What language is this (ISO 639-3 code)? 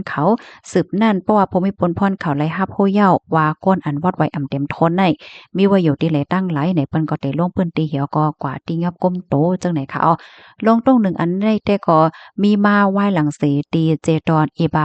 shn